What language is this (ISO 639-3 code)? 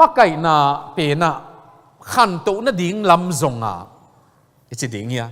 ctd